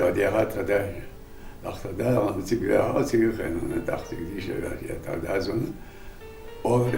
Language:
Ingush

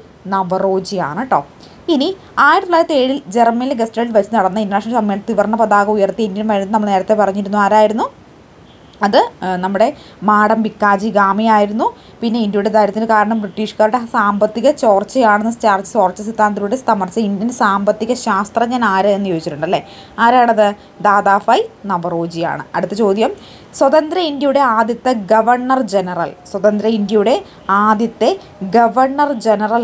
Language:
Malayalam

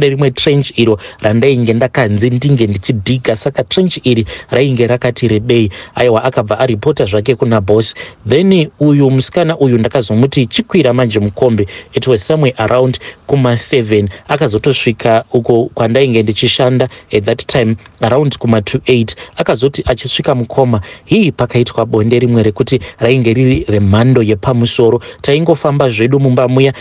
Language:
Shona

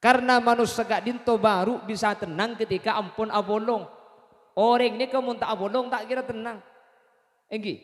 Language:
Madurese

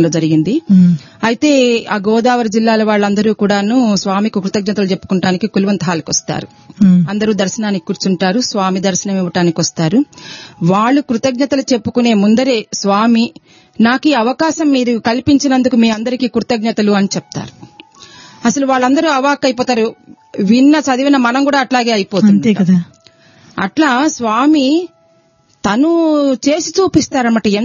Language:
Telugu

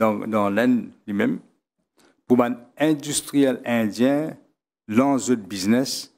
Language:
Morisyen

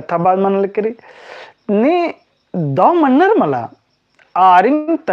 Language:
Kurukh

